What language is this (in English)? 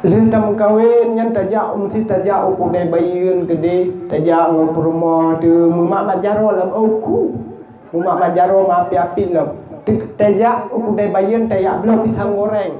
Achinese